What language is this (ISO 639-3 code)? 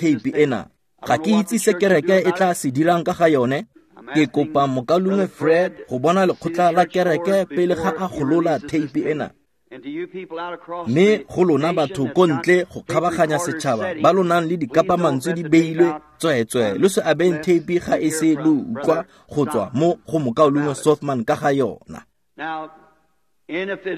tsn